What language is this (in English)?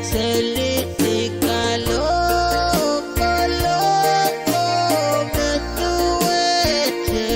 Pohnpeian